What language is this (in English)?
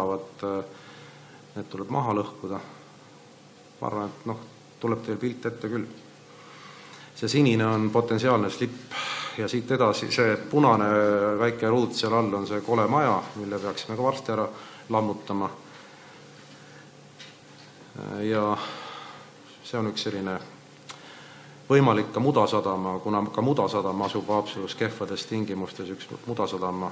Estonian